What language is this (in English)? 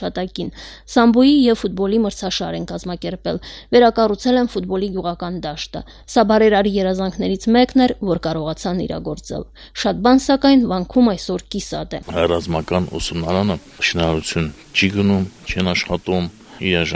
Armenian